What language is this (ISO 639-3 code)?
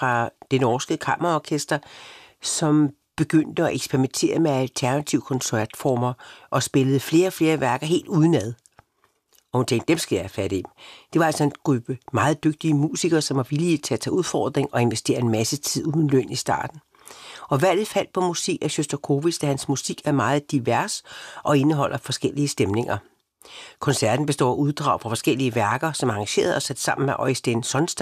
dan